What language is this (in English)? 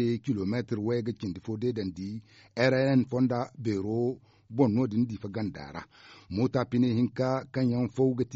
Zarma